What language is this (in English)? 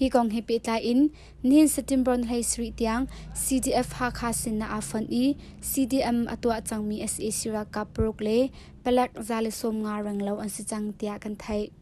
Hakha Chin